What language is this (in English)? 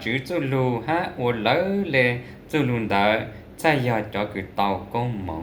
Hmong